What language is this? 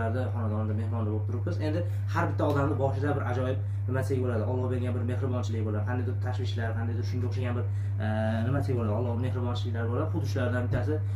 Uzbek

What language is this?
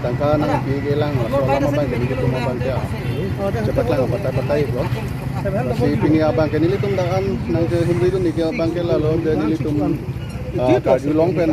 Karbi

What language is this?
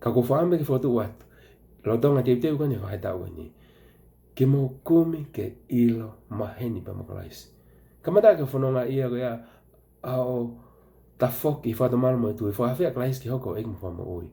Tongan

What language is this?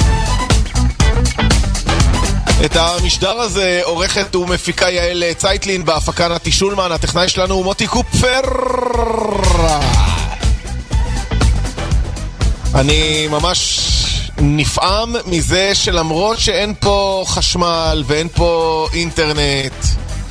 Hebrew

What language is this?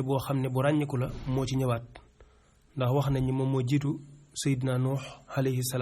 Wolof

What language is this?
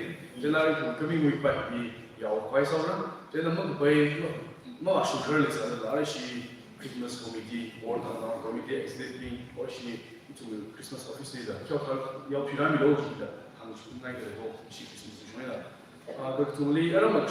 Tangkhul Naga (India)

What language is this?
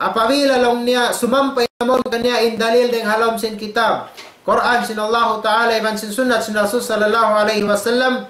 Tausug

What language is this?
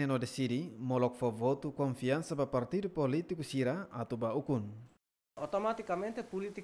Tetum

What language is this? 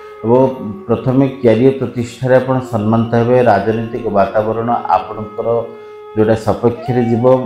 Odia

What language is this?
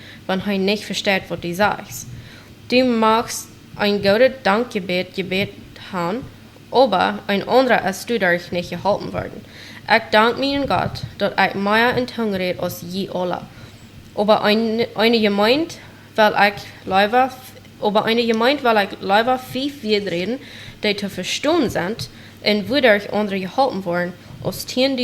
Plautdietsch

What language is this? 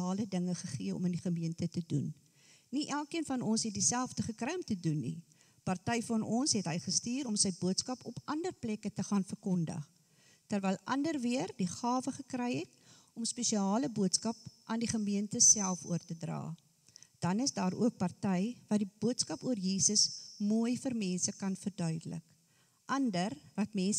Afrikaans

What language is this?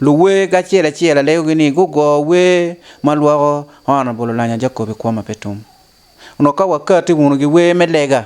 Acoli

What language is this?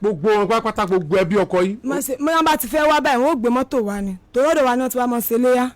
Yoruba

